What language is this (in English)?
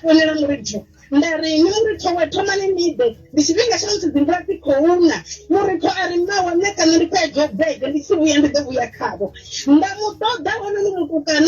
Venda